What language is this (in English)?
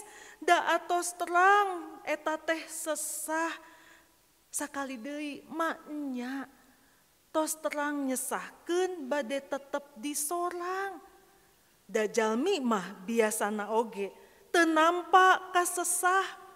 Sundanese